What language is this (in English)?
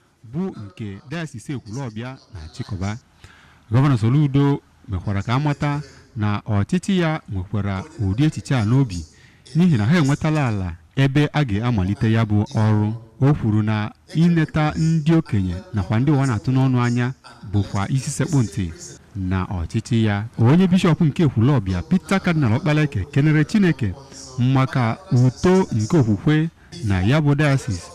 Igbo